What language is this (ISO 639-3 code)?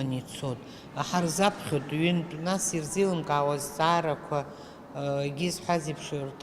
abk